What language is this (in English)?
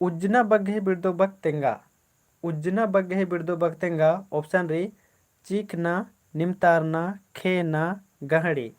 Kurukh